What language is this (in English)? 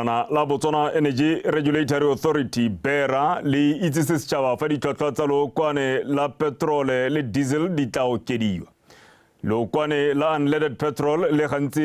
Tswana